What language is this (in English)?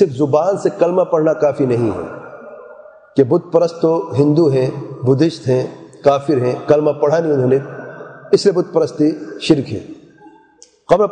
Urdu